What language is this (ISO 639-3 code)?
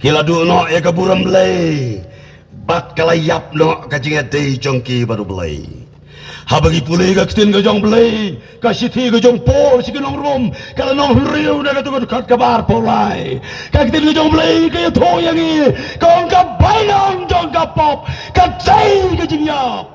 kha